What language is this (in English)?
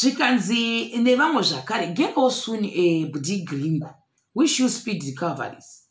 Shona